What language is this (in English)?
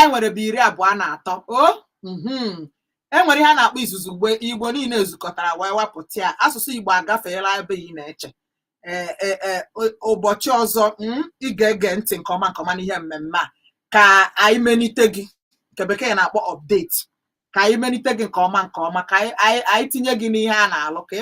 Igbo